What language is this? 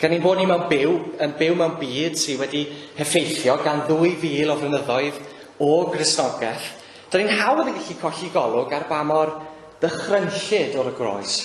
Welsh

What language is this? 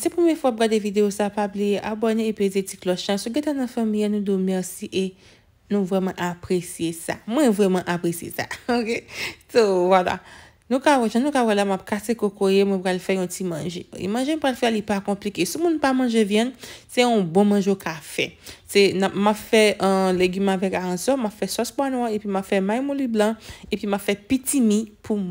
Haitian Creole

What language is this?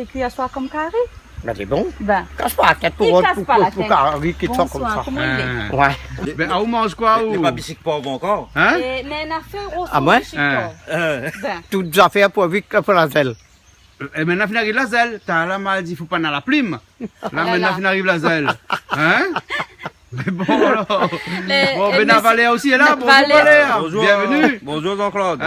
Réunion Creole French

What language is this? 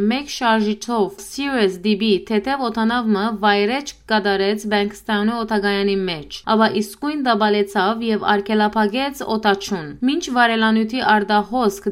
Western Armenian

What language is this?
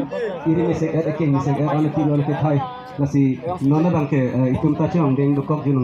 Karbi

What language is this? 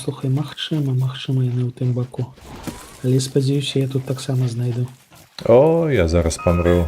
Belarusian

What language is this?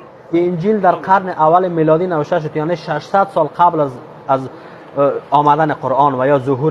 Persian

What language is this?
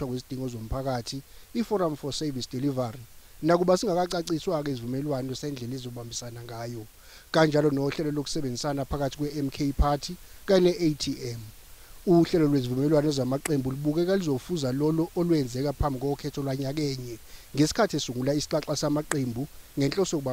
Zulu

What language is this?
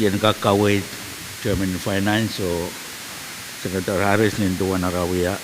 Pohnpeian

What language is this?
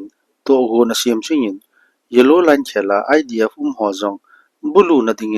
Thado Chin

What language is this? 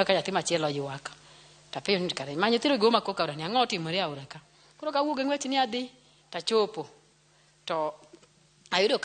Luo (Kenya and Tanzania)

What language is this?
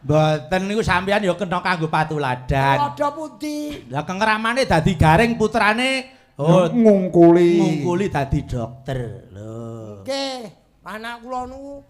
Javanese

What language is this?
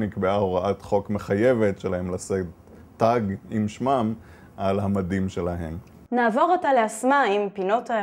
Hebrew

